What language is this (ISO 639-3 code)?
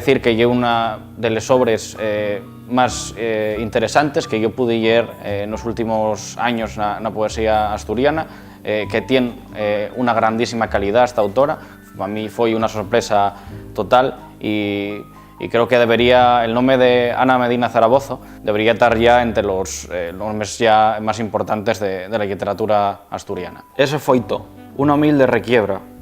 ast